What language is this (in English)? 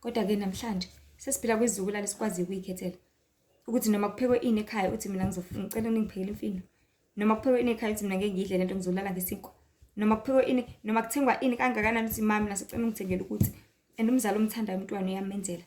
Zulu